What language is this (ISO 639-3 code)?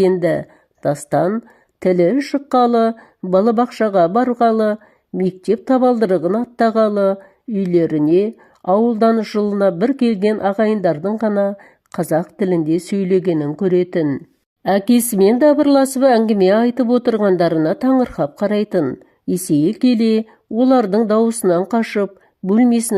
kaz